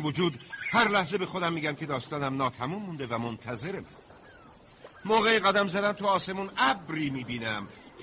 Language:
Persian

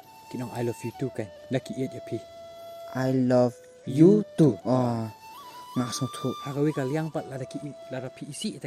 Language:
Khasi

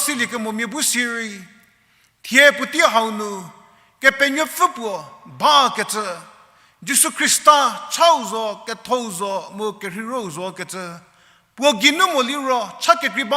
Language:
Angami Naga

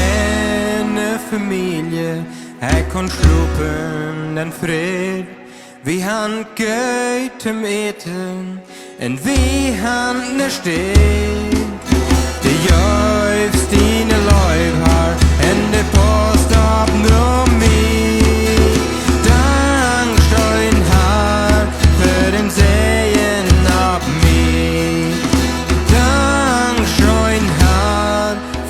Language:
Plautdietsch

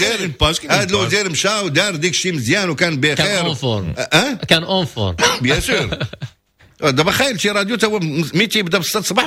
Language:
Moroccan Arabic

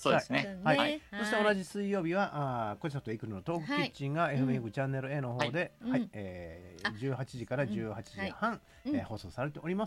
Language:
Japanese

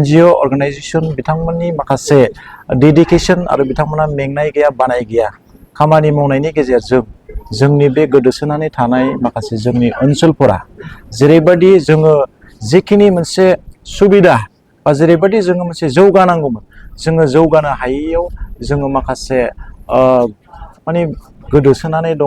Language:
Bodo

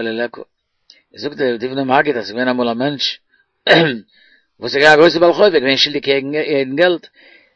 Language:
Yiddish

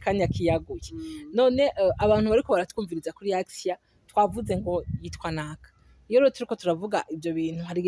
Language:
Rundi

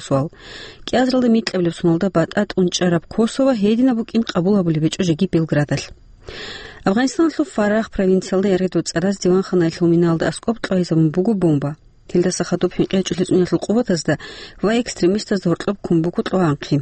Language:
Avaric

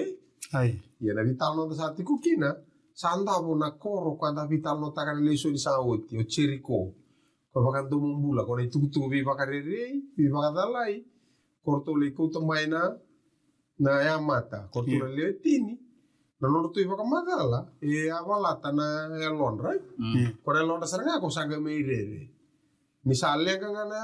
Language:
Fijian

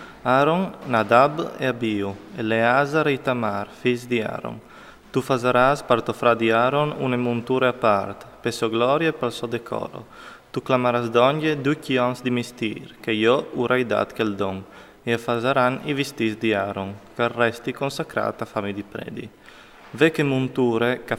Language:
Friulian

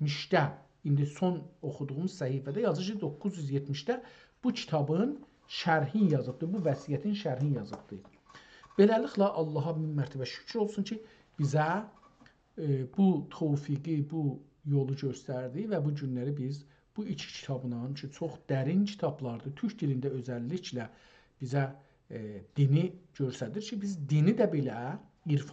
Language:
South Azerbaijani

